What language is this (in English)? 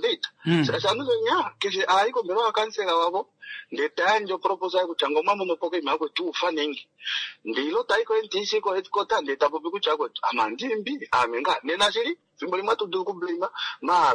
Kuanyama